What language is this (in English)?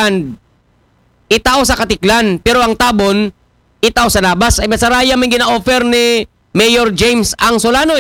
Aklanon